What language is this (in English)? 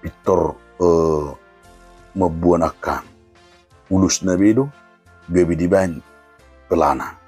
Batak Toba